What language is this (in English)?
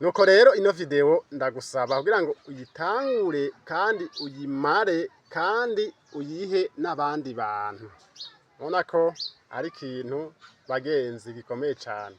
Rundi